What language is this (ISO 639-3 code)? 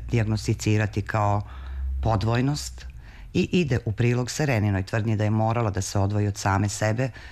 srp